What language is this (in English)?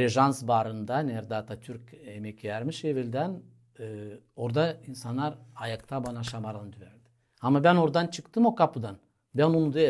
Gagauz